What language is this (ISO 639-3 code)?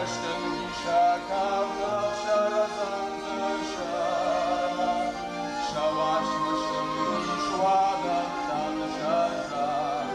oss